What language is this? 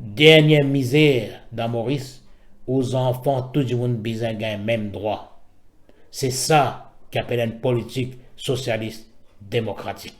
Morisyen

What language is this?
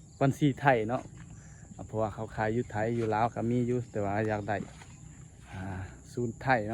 Lao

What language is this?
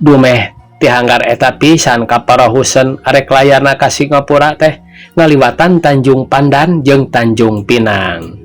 Sundanese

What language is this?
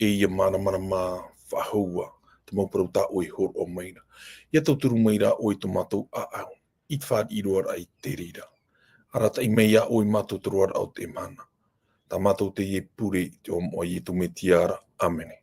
Tahitian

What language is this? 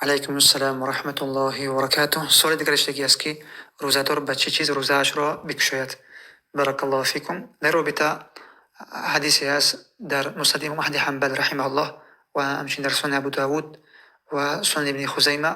Tajik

